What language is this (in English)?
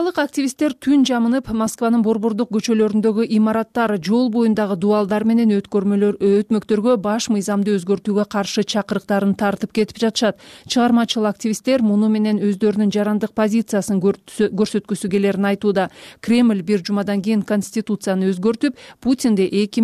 Kyrgyz